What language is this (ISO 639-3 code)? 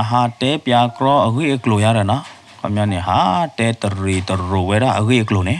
ksw